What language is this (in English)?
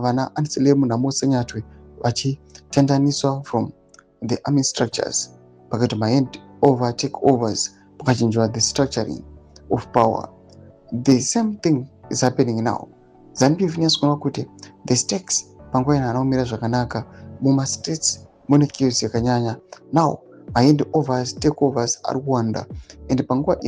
Shona